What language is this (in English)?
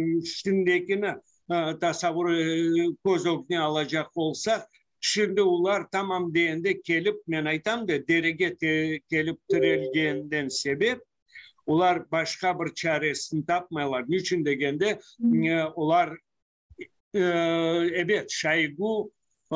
Crimean Tatar